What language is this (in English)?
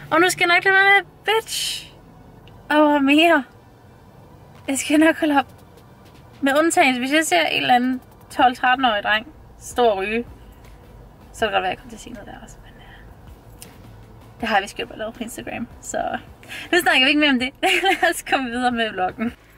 Danish